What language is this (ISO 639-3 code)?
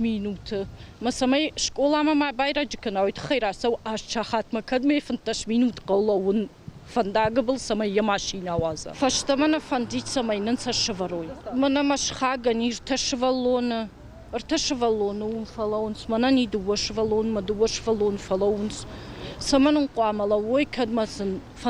oss